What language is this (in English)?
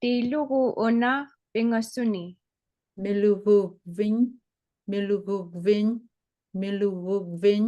Inupiaq